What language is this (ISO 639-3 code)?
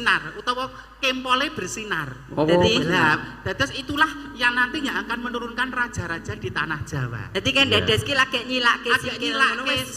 jav